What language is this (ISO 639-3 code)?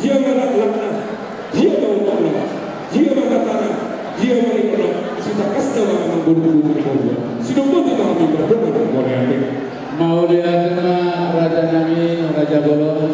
bbc